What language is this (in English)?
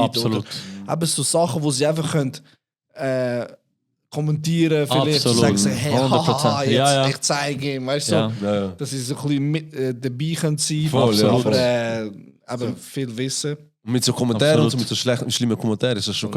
Swiss German